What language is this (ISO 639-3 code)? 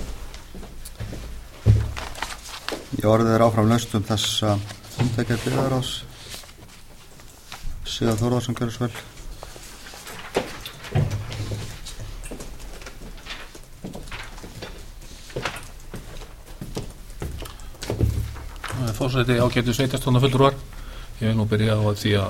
isl